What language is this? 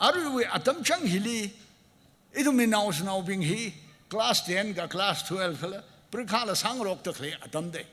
Tangkhul Naga (India)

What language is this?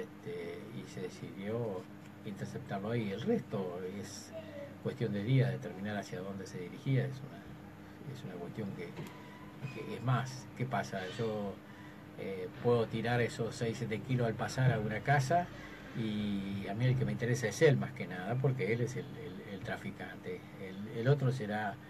Spanish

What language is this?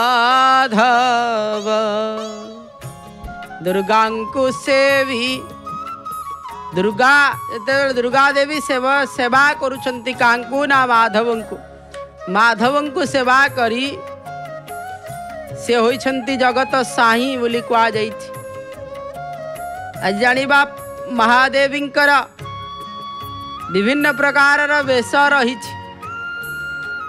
Odia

